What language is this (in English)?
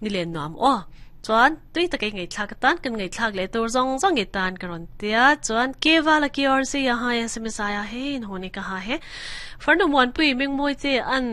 Mizo